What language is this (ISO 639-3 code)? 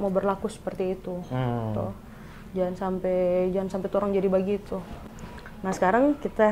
xmm